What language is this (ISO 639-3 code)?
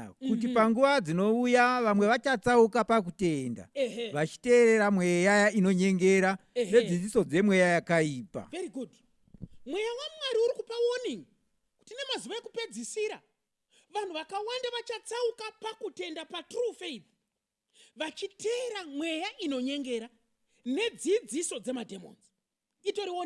sna